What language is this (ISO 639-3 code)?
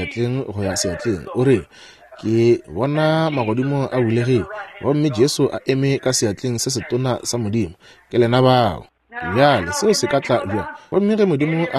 nso